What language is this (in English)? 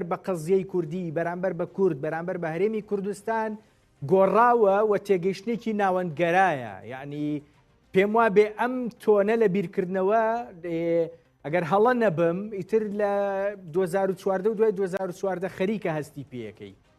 Central Kurdish